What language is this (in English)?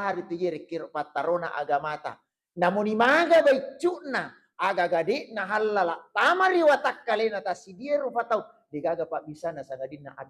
Buginese